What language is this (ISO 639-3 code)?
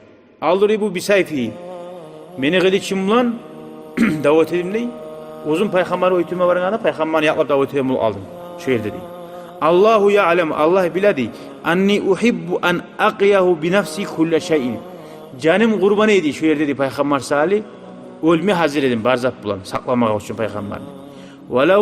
kum